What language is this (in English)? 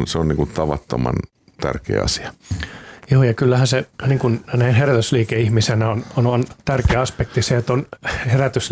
Finnish